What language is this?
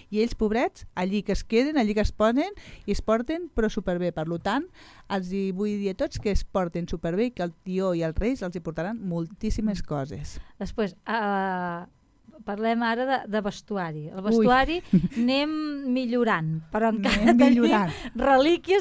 Catalan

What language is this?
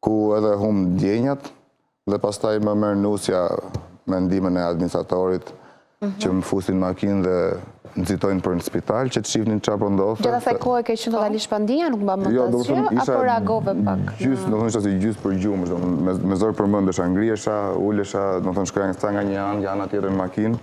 Albanian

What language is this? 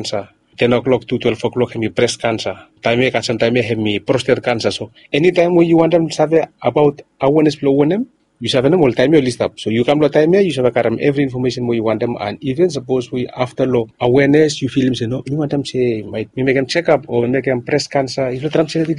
Bislama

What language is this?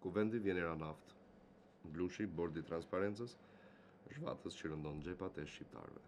Albanian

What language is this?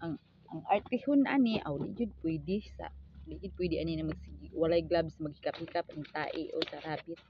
Cebuano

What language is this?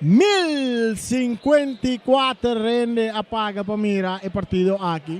Papiamento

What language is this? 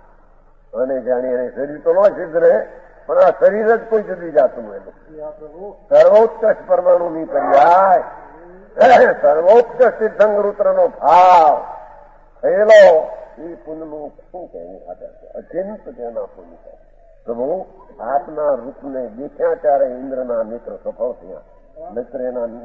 Gujarati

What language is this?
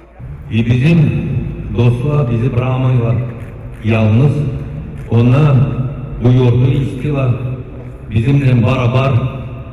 Gagauz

